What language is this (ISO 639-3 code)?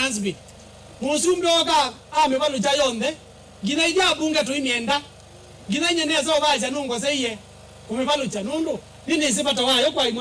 kam